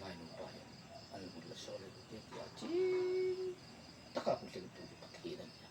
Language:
Hmar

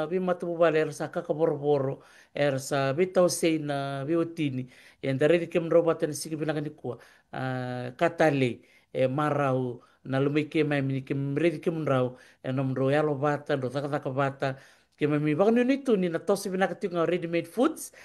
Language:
Fijian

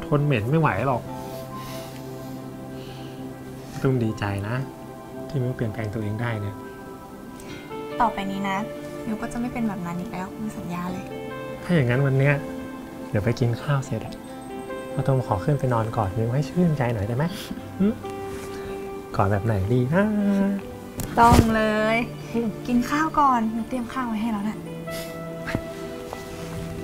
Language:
Thai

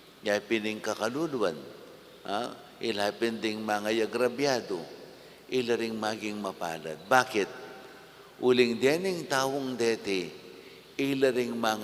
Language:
Pampanga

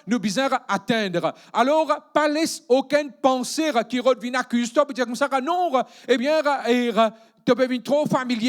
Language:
Morisyen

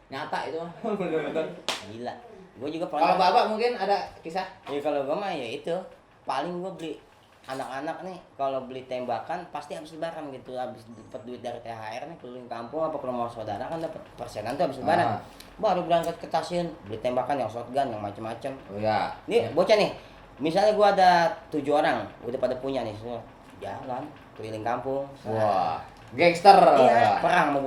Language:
Betawi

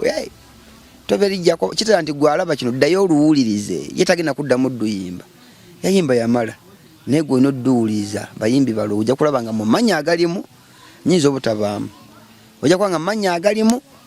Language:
Ganda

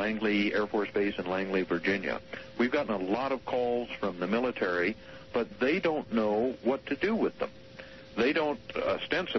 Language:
English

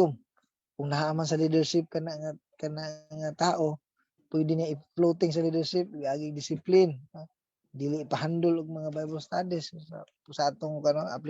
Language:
Cebuano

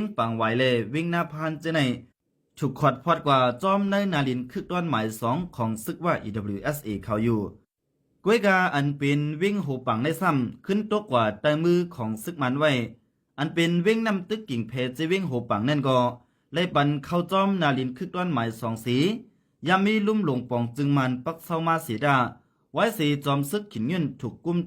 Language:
Shan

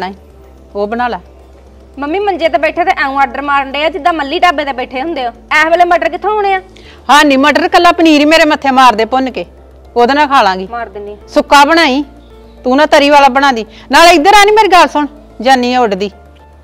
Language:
Punjabi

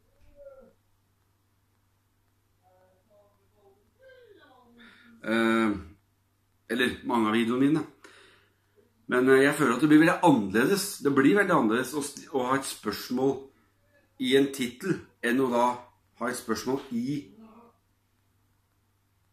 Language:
Norwegian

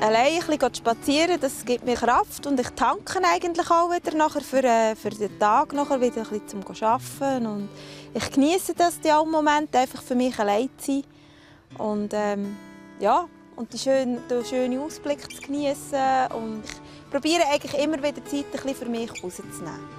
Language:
Swiss German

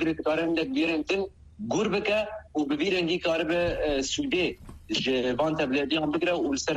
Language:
Kurdish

